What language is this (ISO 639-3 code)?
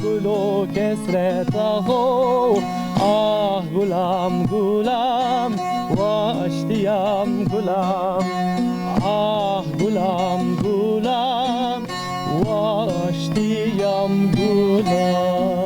zza